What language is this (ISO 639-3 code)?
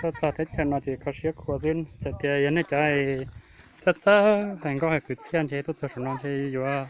hmn